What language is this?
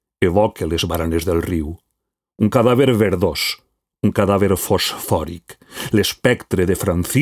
Catalan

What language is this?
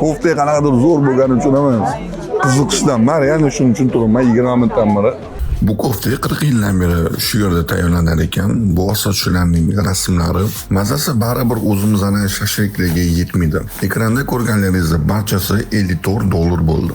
Uzbek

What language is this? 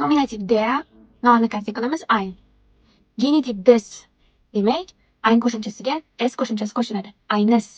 Uzbek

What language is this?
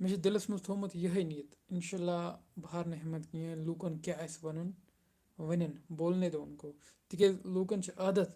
Kashmiri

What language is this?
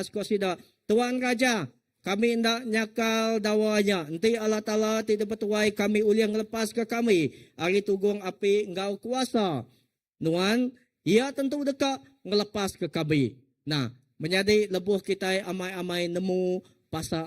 Iban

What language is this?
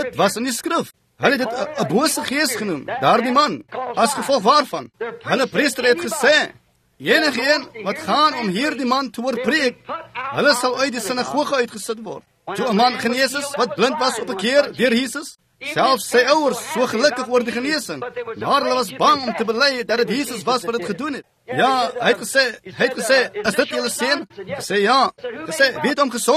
Afrikaans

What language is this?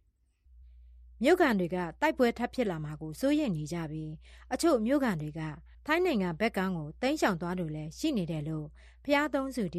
Burmese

